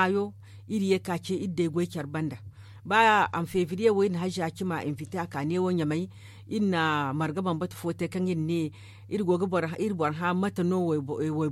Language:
Zarma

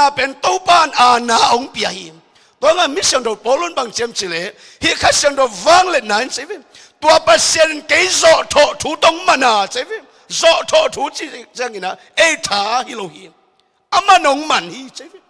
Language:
Tedim Chin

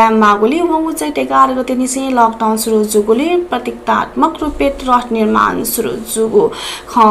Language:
Newari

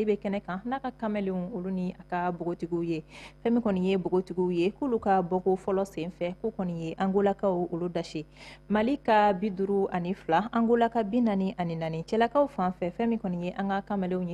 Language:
Bambara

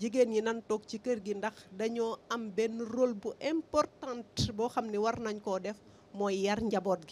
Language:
Wolof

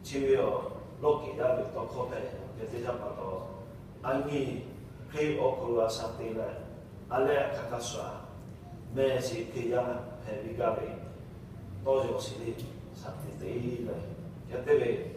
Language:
Lahu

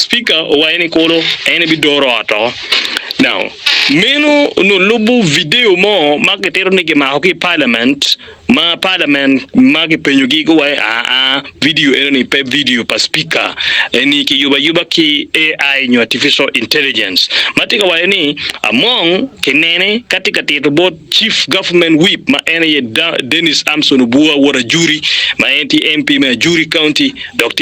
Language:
Acoli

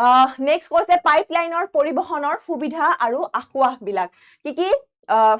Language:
Assamese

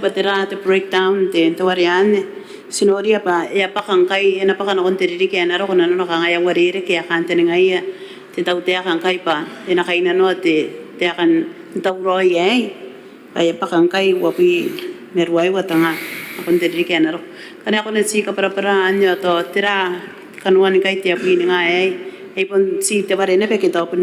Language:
Gilbertese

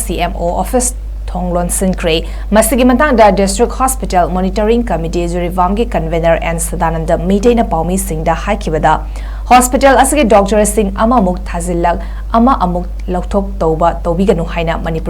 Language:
Manipuri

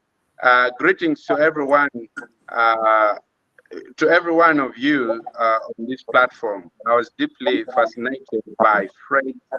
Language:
Acoli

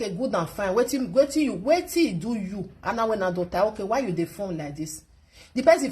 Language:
Nigerian Pidgin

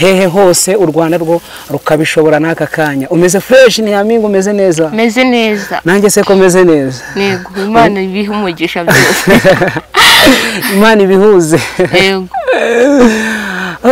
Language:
Kinyarwanda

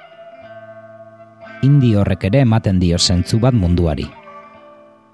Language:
Basque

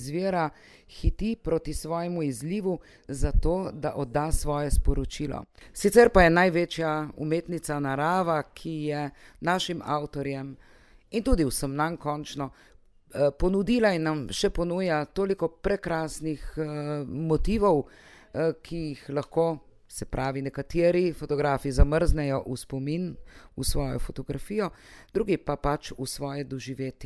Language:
Slovenian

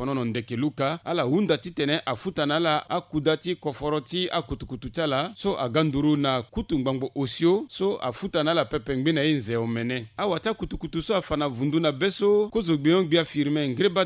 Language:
Sango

